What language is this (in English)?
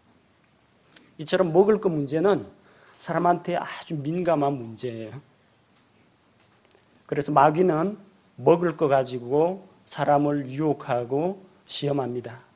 Korean